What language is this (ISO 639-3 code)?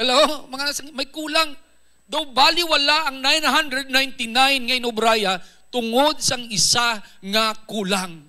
hil